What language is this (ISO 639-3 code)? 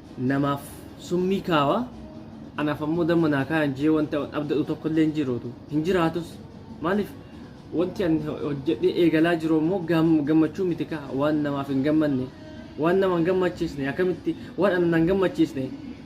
orm